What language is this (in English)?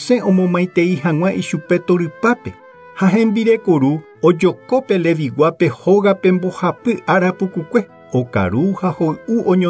Guarani